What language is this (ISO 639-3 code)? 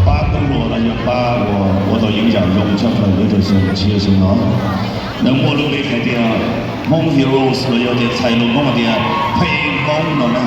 hmn